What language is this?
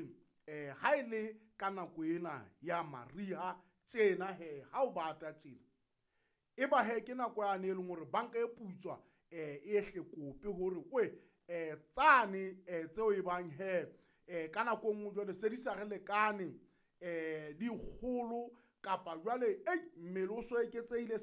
Southern Sotho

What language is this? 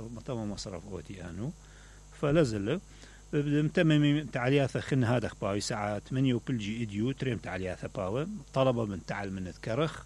Mesopotamian Arabic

